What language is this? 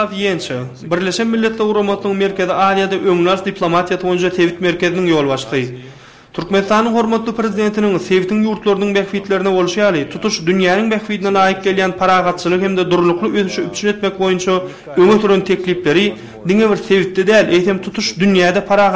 Turkmen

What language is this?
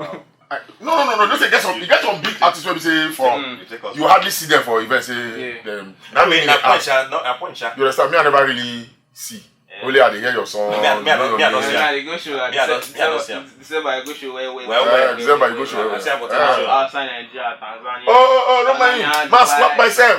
Nigerian Pidgin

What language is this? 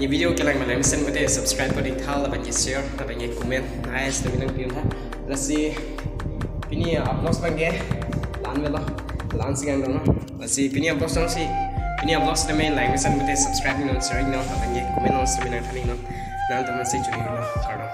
Karbi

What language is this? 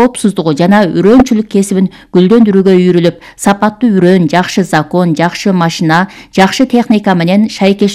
Kyrgyz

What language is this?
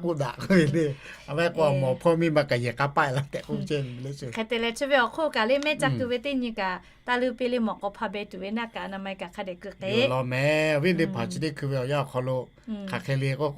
Lahu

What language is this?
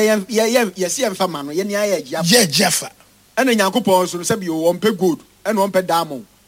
Akan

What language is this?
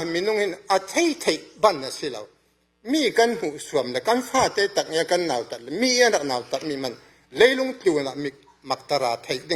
Falam Chin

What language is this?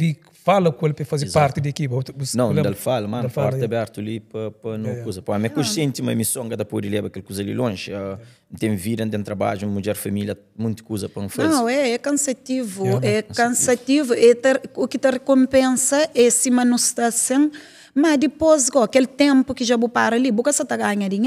Kabuverdianu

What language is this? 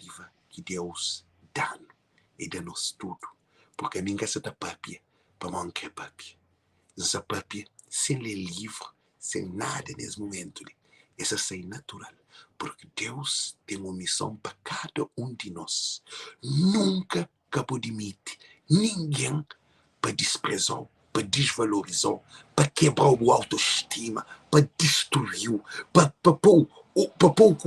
Kabuverdianu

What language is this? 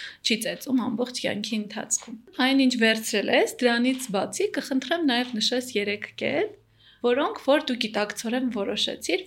Armenian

